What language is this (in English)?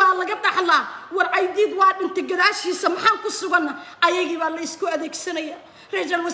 Somali